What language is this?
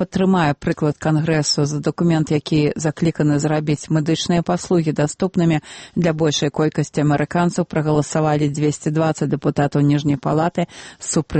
Belarusian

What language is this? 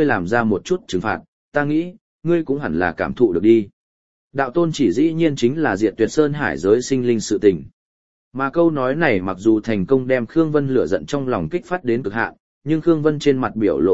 Vietnamese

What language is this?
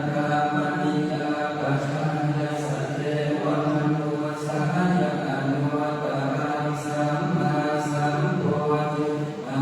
Pali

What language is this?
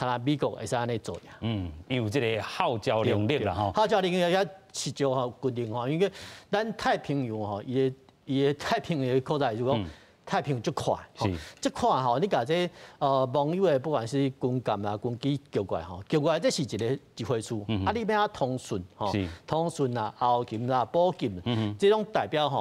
Min Nan Chinese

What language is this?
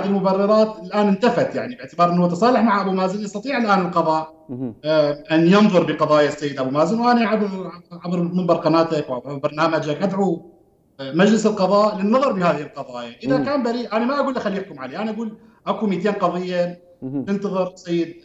Mesopotamian Arabic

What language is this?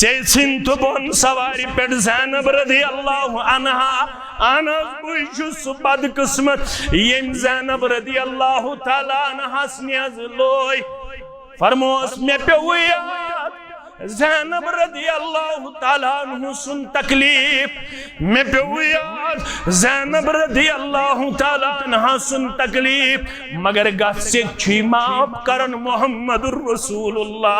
Kashmiri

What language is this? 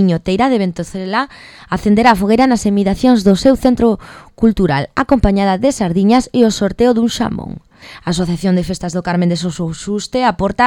Galician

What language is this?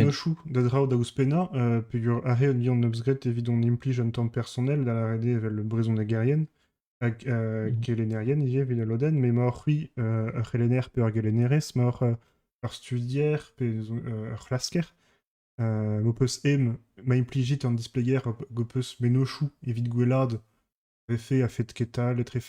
Breton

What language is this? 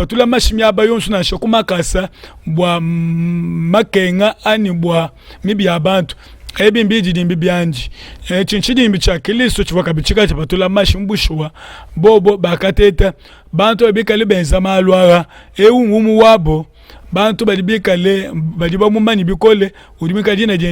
Luba-Lulua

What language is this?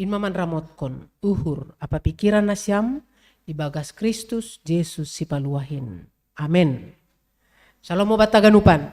Batak Simalungun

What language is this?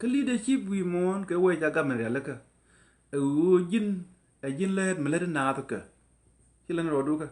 Nuer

